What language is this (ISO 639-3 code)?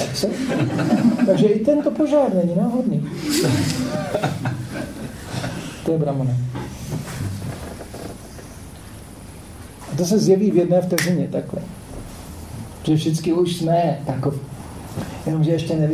ces